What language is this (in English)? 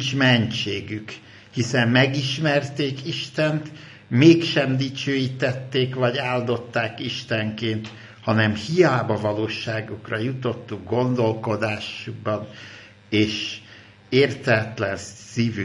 Hungarian